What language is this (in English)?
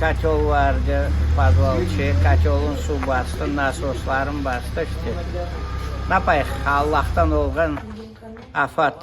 Crimean Tatar